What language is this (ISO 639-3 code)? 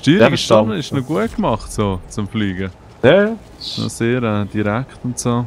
gsw